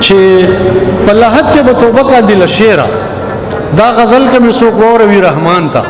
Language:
Pashto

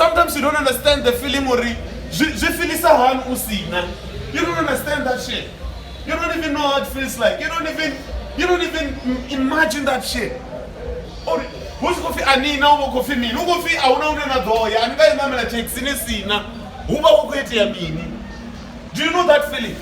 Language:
Venda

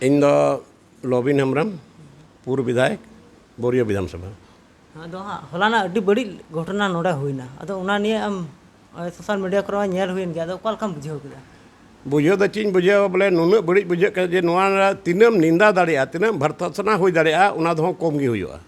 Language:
Santali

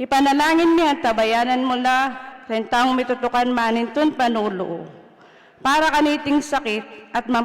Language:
Pampanga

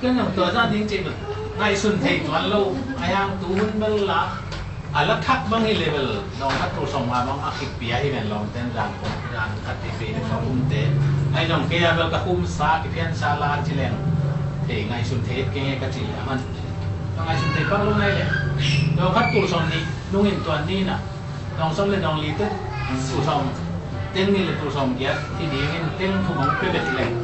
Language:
Tedim Chin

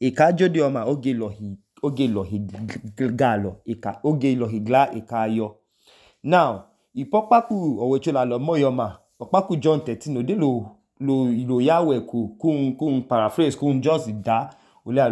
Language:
Idoma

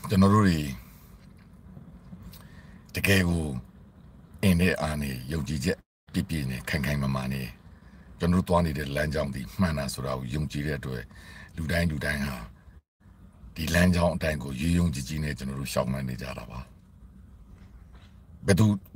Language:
Burmese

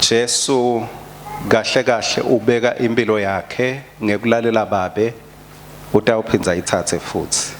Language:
Swati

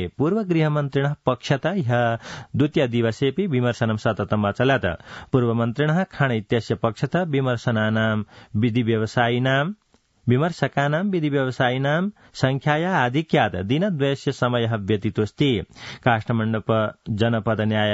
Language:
Sanskrit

